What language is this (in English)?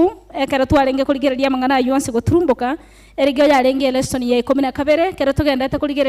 Gusii